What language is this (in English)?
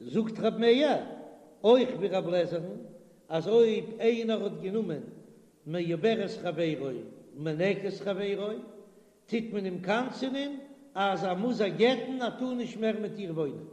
Yiddish